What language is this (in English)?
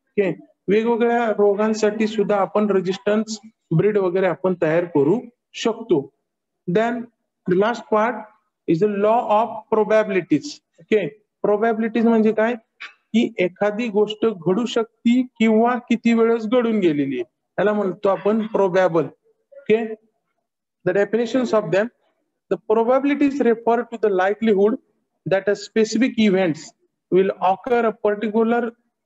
Marathi